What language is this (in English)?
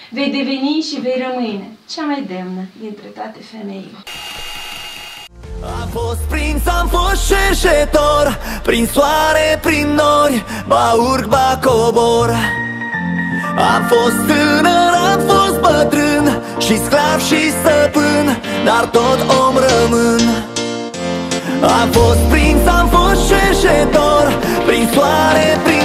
Romanian